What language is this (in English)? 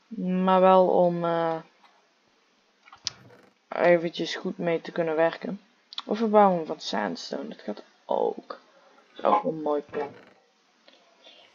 Dutch